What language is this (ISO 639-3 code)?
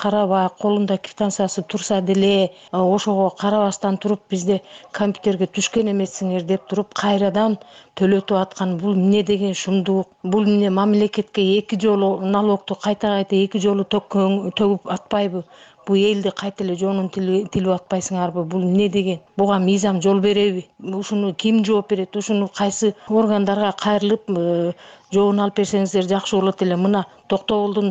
kir